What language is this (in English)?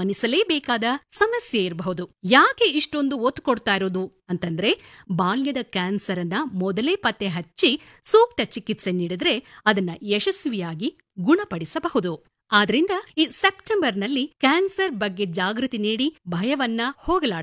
Kannada